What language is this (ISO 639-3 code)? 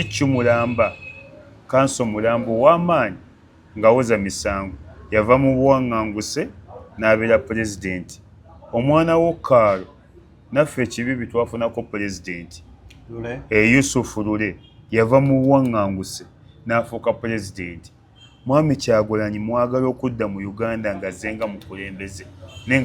lug